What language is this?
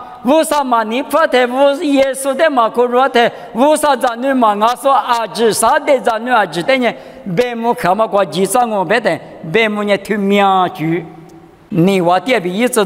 Lisu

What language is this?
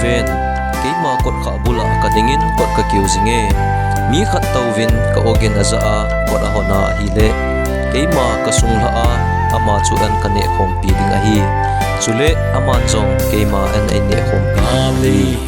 Thado Chin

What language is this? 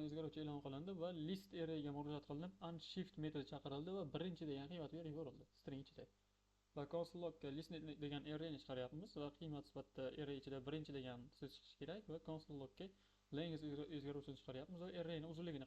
Uzbek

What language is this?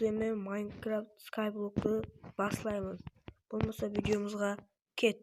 Kara-Kalpak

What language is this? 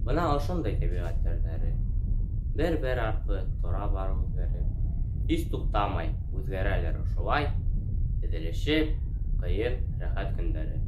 Bashkir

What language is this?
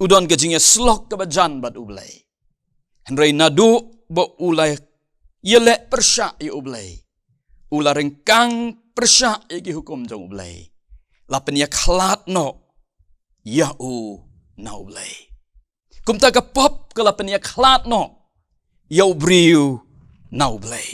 Khasi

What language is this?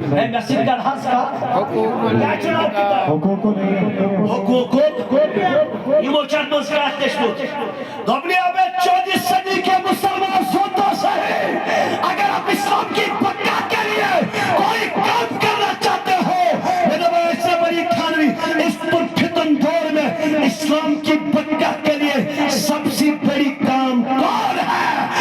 Kashmiri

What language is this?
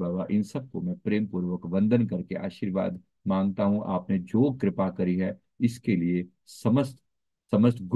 Hindi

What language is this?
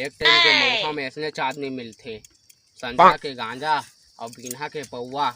Chhattisgarhi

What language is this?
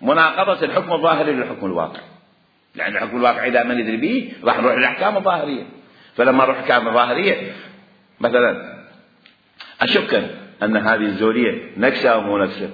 Mesopotamian Arabic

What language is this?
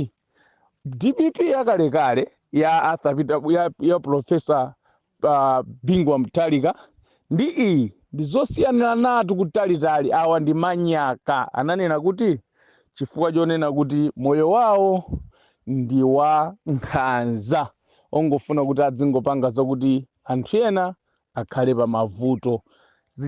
Nyanja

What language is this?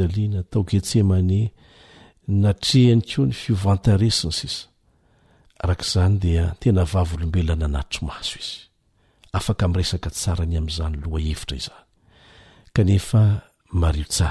Malagasy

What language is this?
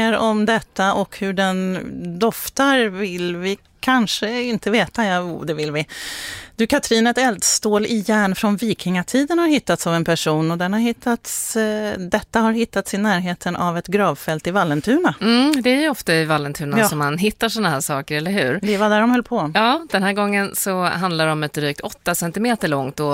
Swedish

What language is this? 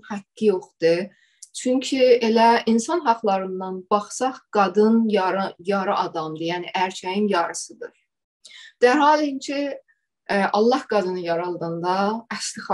South Azerbaijani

